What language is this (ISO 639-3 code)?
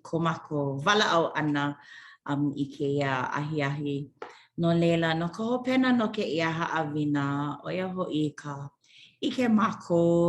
haw